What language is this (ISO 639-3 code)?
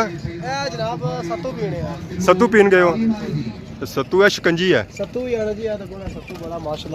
phr